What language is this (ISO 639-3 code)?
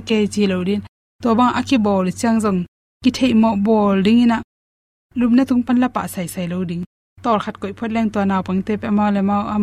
ctd